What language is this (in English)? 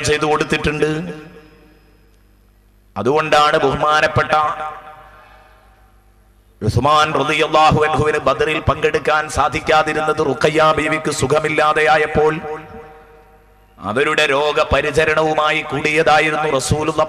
Malayalam